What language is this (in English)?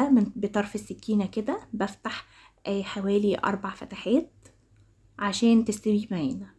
Egyptian Arabic